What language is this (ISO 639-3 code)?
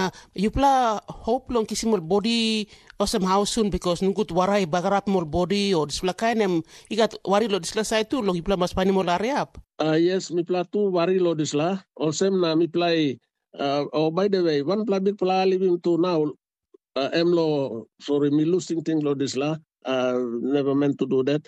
tpi